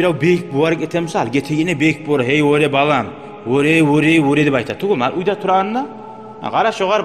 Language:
Kumyk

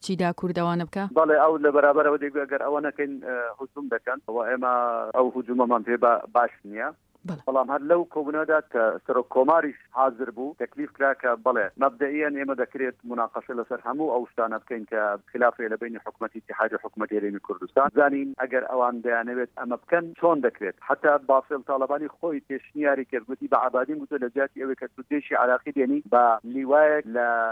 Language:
Central Kurdish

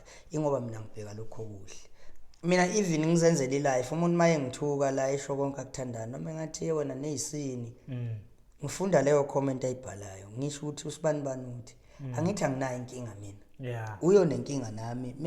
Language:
Zulu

